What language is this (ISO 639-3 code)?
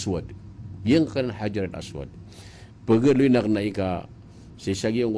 mrw